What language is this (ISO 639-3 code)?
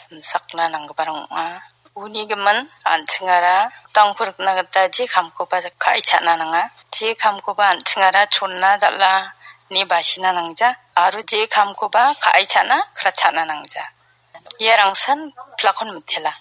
grt